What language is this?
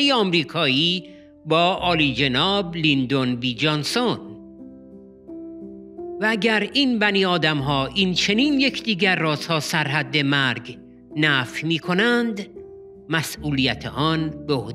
Persian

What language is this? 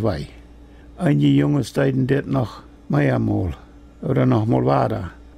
Plautdietsch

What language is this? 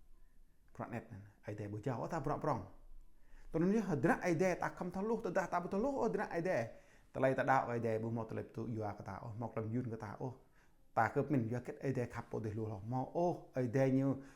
Jarai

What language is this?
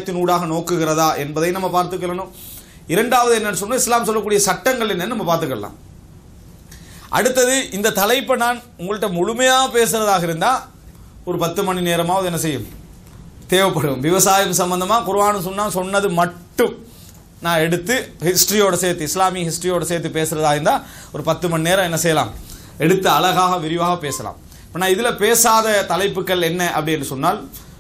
Tamil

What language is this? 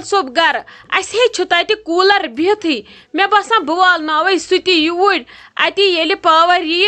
Kashmiri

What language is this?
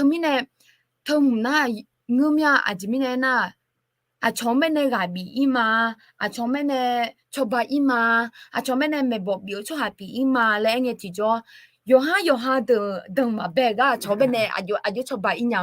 Akha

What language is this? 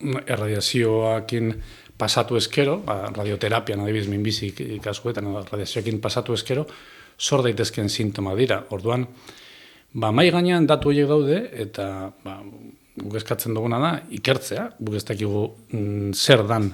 Basque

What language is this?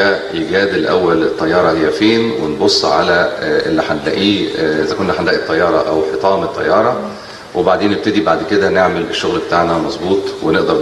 Egyptian Arabic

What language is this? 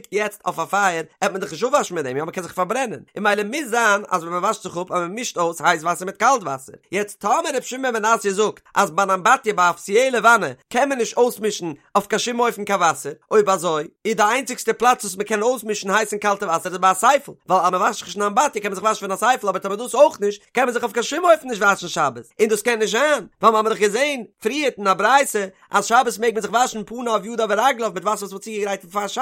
Yiddish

